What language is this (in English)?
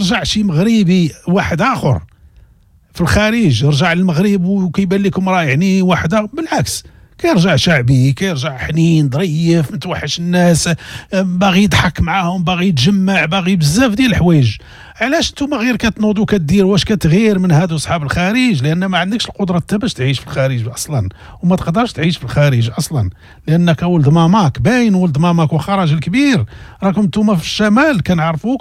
Moroccan Arabic